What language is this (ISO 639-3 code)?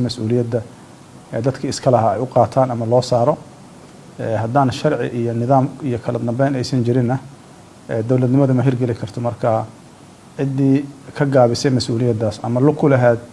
som